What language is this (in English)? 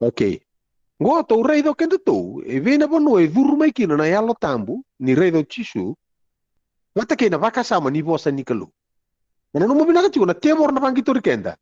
Fijian